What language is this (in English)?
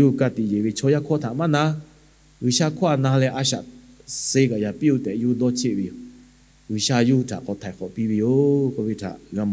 Lahu